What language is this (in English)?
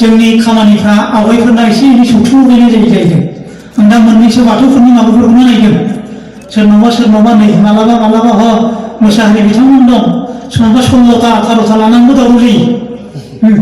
Bodo